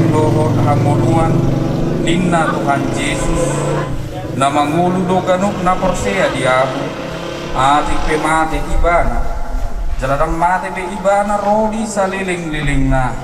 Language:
Batak Toba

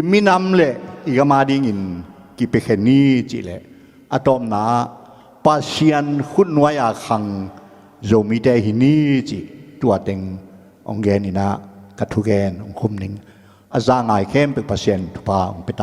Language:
Tedim Chin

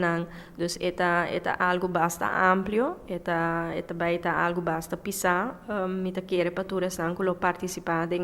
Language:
Papiamento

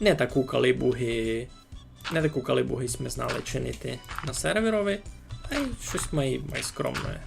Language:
Rusyn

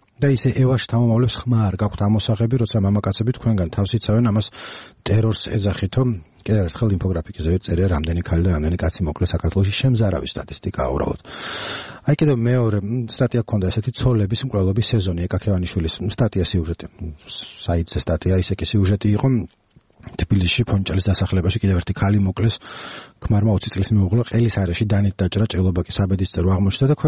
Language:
Georgian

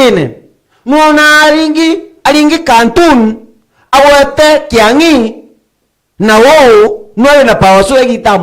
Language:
Meru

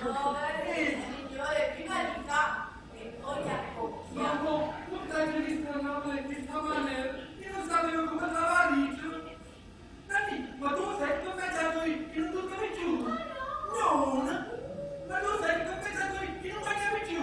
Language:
Neapolitan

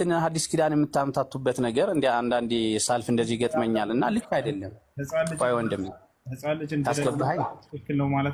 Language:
Amharic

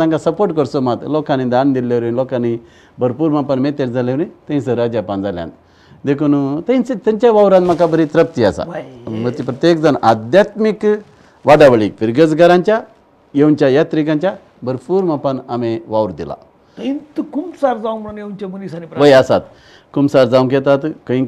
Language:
Konkani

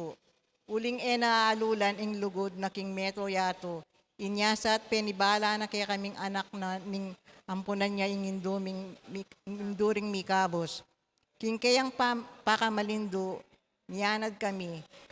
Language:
Pampanga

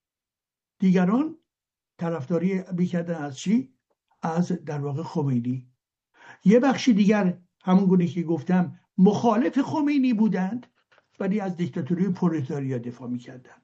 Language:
Persian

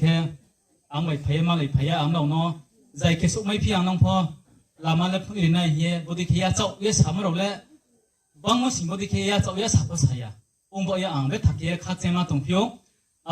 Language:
Riang (India)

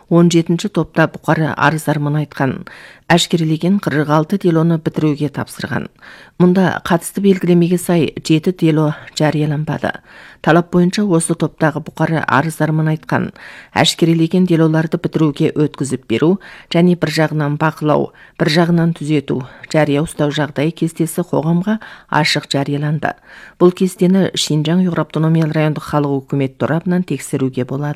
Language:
Kazakh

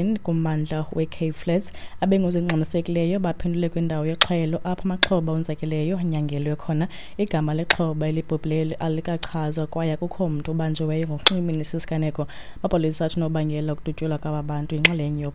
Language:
Xhosa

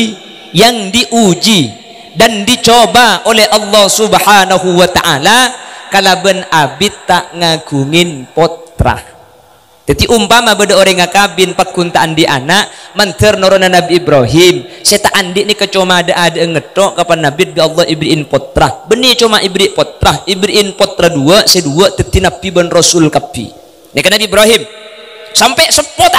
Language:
Madurese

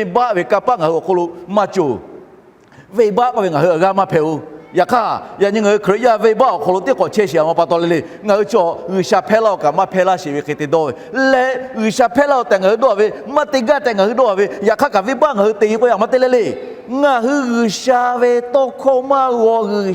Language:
Lahu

